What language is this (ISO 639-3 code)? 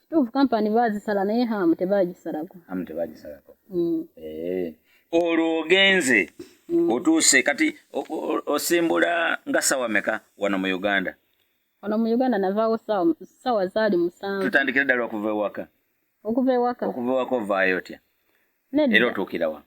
lug